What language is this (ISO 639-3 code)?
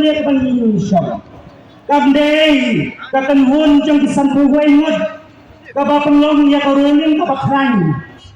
kha